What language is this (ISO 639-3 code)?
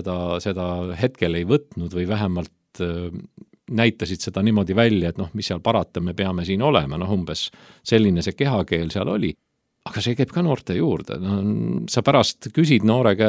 est